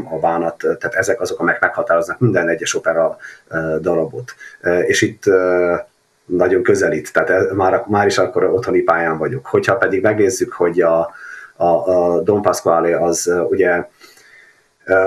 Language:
Hungarian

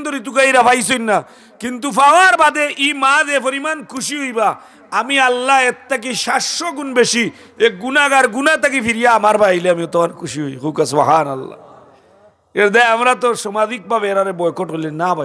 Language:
Sylheti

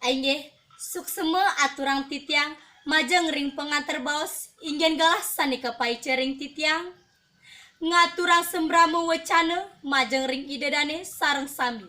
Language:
Balinese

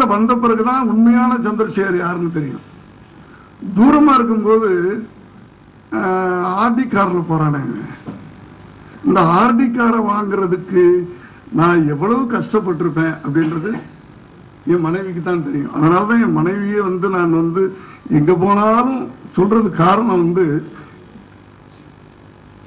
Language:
Tamil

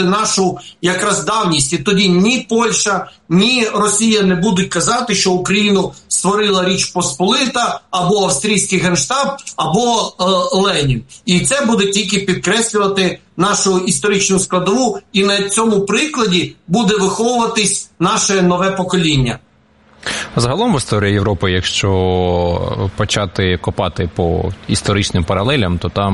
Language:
Ukrainian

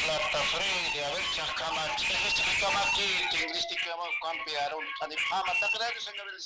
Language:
Aymara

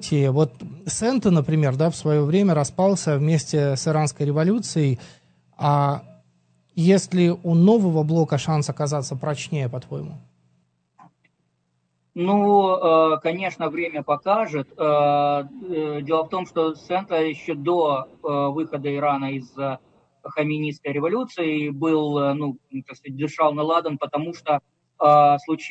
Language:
Russian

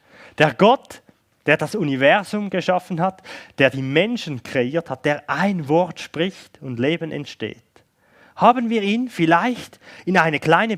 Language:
Swiss German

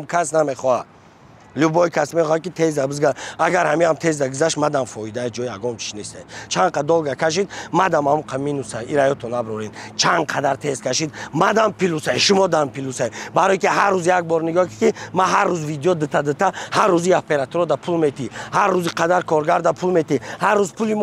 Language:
Tajik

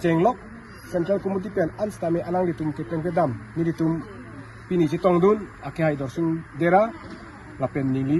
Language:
Karbi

